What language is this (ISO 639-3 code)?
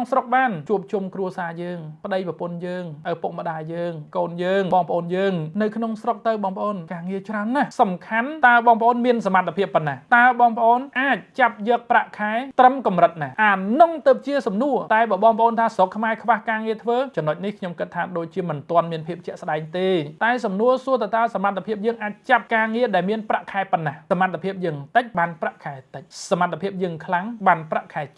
khm